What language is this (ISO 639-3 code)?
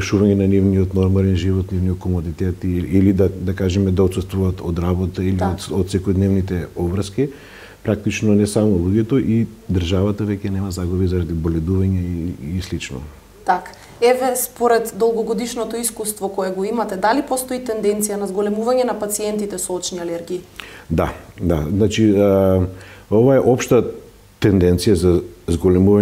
mkd